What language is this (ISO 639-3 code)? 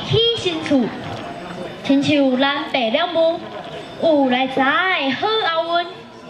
nan